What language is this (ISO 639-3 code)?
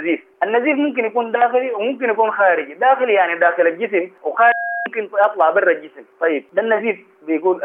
apd